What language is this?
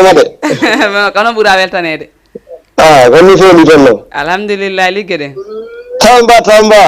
Fula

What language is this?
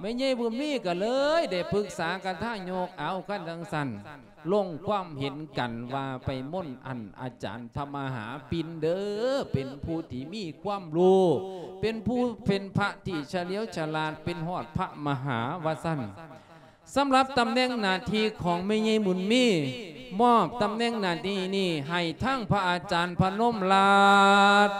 Lao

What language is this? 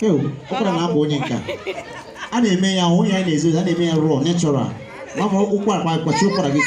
Igbo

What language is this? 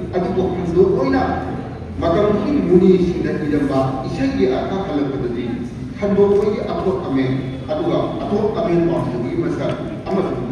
Manipuri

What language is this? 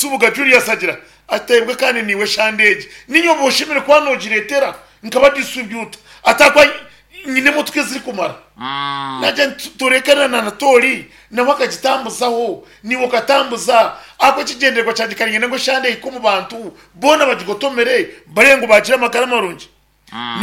Nyankole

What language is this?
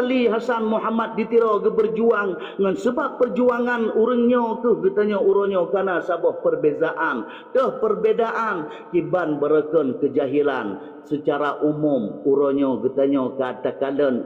Achinese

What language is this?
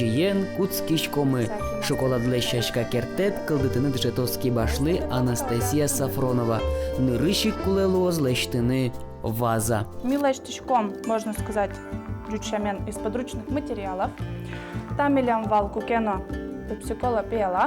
Udmurt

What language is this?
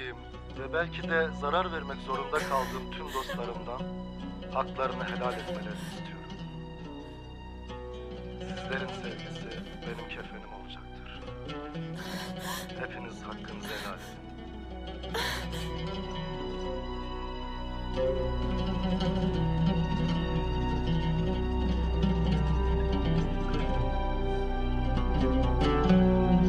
Turkish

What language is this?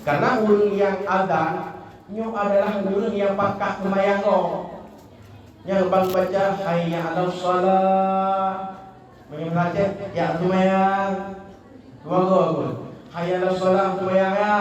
Achinese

